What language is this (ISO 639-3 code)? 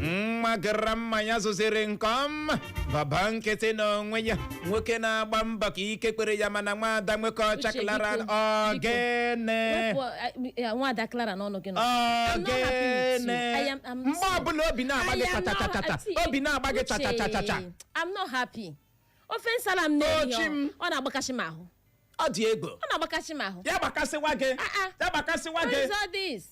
ibo